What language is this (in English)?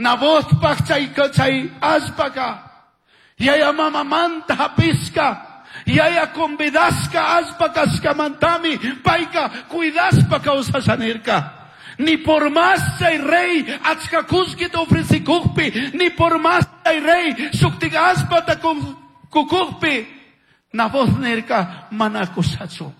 Chimborazo Highland Quichua